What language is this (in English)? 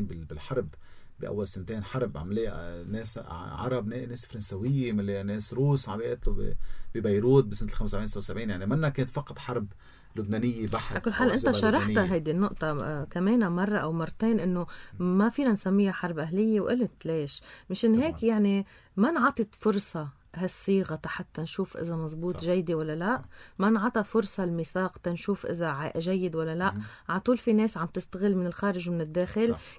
North Levantine Arabic